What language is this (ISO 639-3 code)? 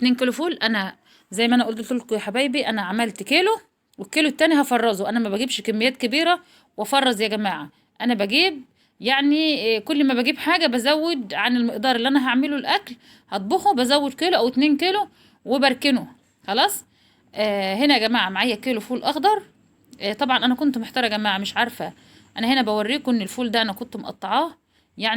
arz